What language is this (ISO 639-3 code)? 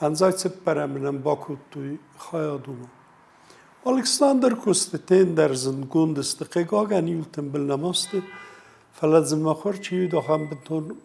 oss